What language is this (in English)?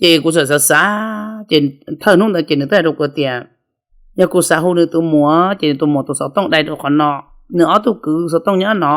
Hmong